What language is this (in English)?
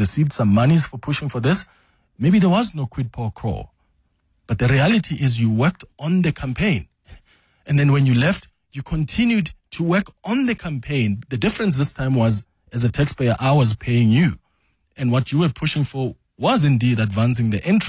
English